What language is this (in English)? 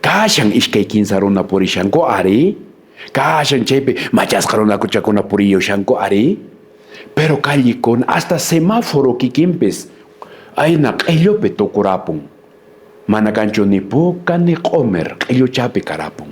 Quechua